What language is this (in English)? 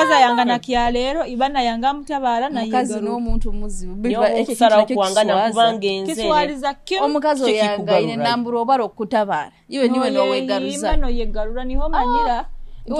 Nyoro